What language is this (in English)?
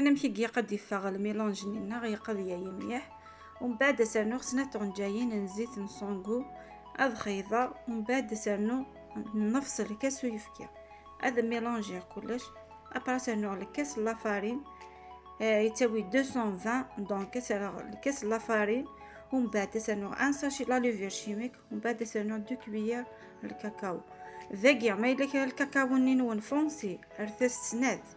Kabyle